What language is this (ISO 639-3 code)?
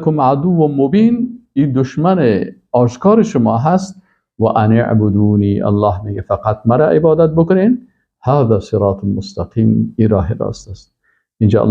fas